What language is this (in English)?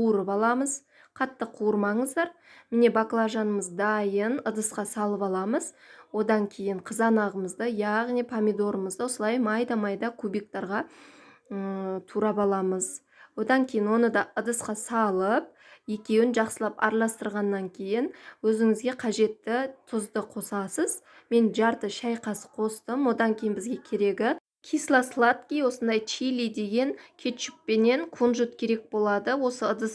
Kazakh